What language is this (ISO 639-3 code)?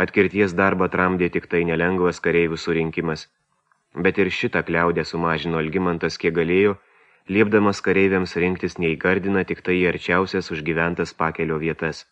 lit